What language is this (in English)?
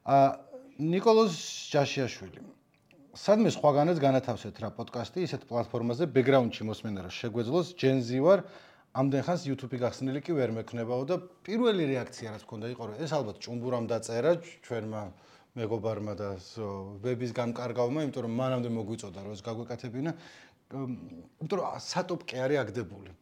Georgian